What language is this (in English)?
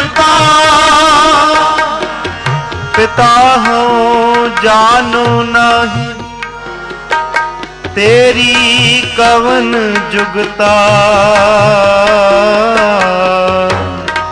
Punjabi